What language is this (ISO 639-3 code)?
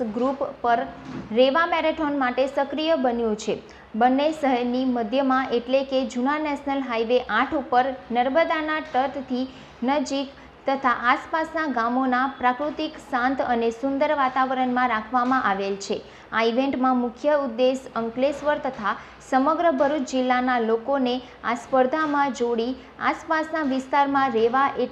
guj